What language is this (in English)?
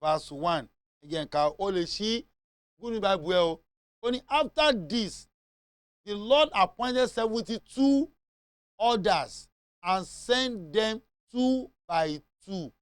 Yoruba